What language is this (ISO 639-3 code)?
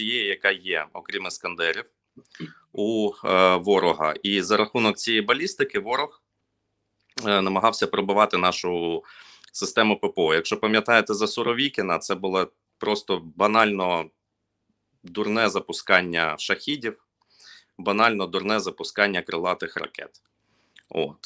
ukr